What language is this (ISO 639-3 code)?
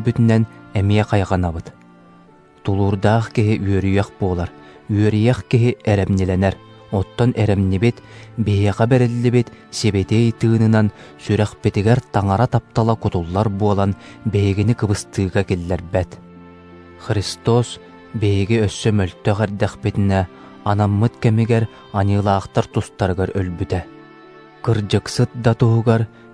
sah